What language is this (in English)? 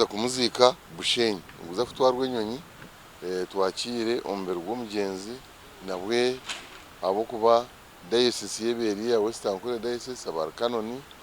Nyankole